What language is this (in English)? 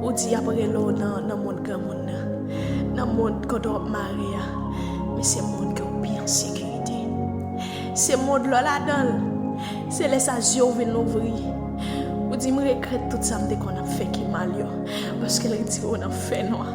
Haitian Creole